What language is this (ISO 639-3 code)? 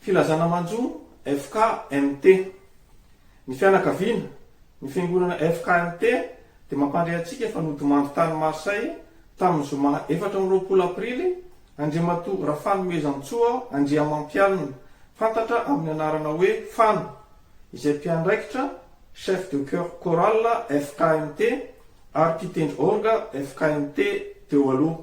mlg